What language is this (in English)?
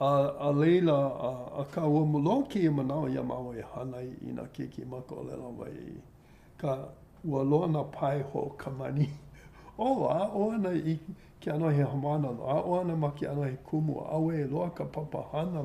Hawaiian